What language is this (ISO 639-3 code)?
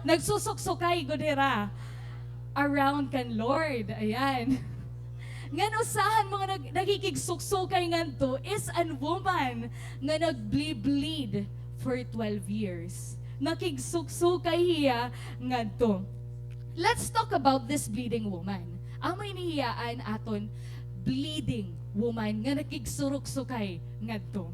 war